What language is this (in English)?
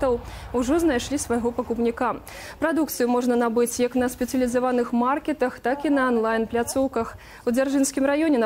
Belarusian